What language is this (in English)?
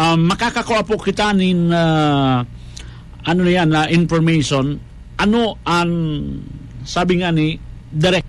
Bikol